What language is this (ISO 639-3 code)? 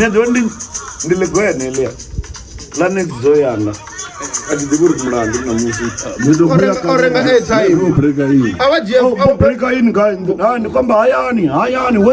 ven